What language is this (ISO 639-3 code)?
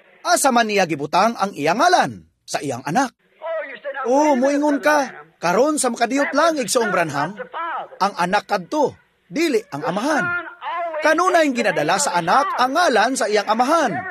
ceb